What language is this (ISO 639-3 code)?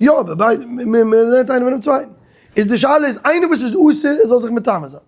yid